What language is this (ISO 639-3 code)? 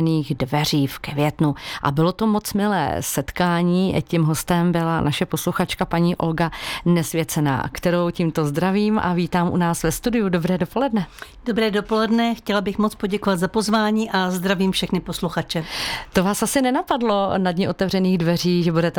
ces